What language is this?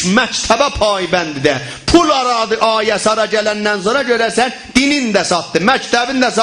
South Azerbaijani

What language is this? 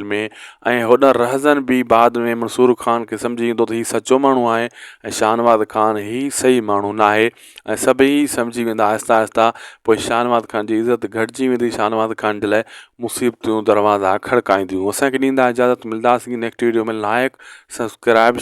Sindhi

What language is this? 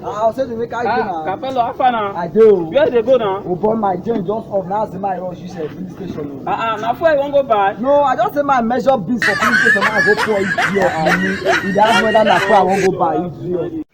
Nigerian Pidgin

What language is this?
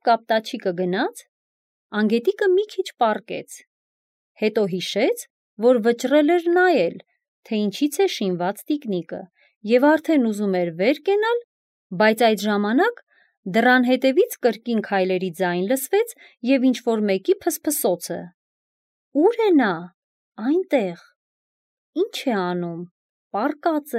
Armenian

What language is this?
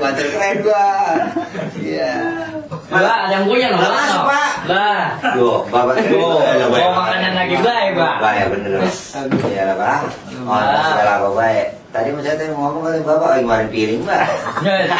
Betawi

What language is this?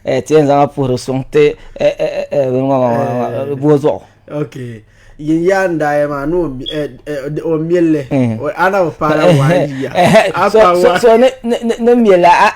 Dagbani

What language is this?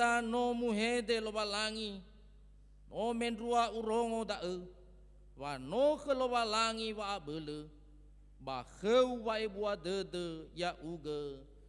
Nias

